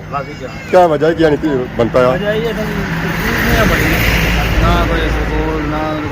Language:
Pahari-Potwari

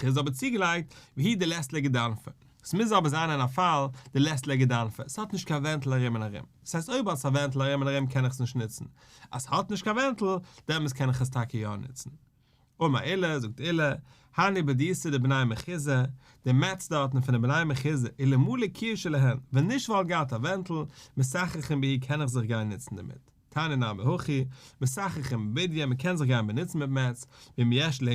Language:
Yiddish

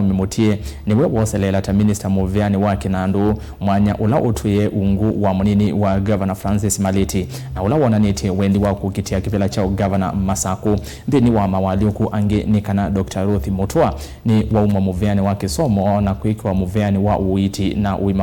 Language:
Kamba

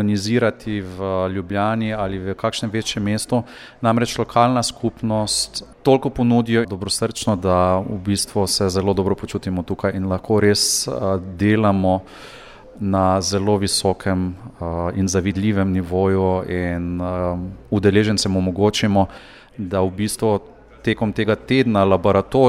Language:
Slovenian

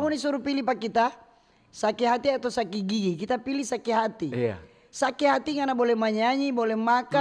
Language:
Manado Malay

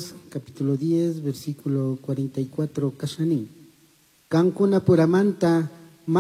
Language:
Chimborazo Highland Quichua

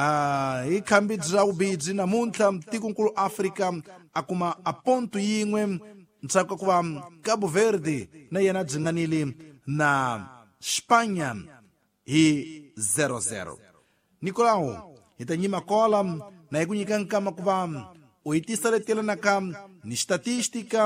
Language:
Tsonga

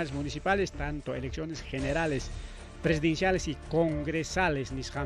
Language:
Ayacucho Quechua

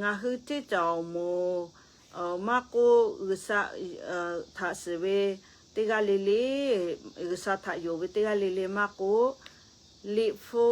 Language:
Lahu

